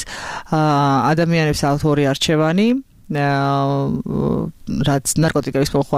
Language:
Georgian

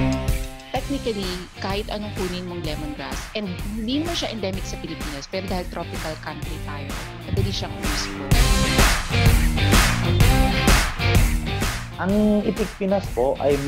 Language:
Filipino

